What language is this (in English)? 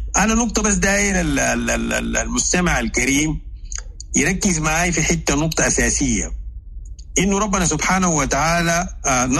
Sudanese Arabic